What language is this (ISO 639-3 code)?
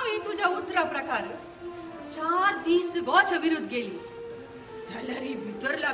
kok